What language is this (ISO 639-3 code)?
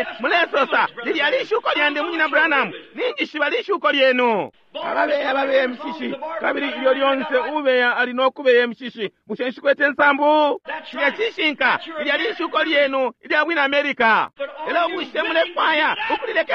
bem